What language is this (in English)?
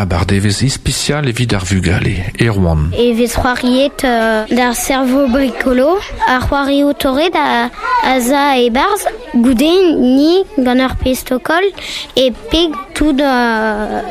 Breton